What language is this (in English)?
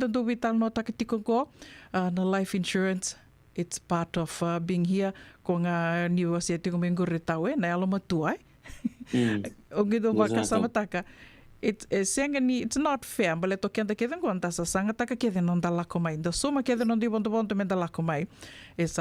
Fijian